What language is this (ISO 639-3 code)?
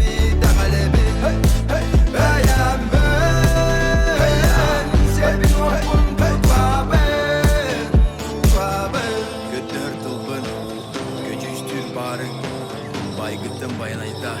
sah